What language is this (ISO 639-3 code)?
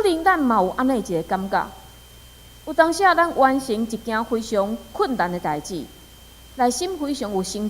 nan